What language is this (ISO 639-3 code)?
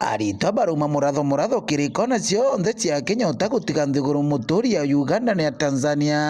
mer